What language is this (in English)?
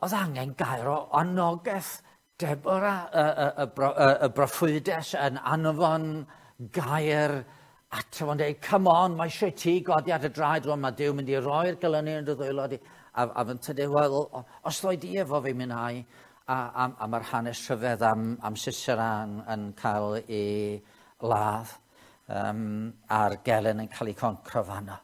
Welsh